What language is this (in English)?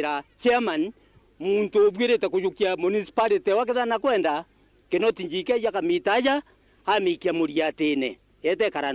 Meru